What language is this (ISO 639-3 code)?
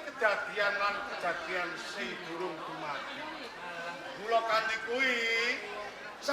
jav